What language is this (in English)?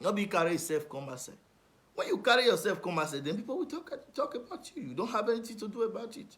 Nigerian Pidgin